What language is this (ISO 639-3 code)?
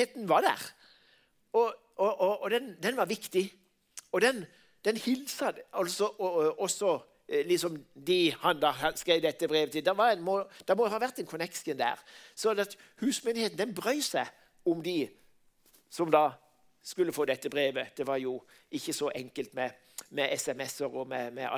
nor